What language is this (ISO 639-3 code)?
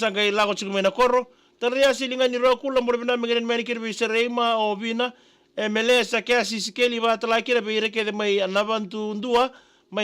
fij